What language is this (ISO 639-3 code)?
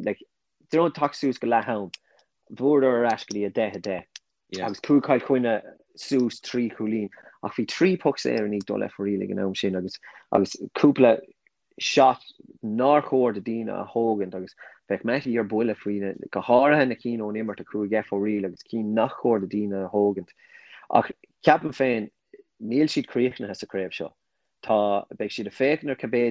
gle